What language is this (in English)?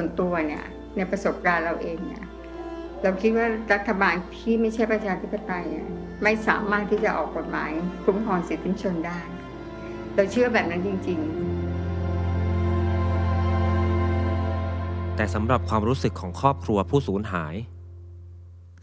Thai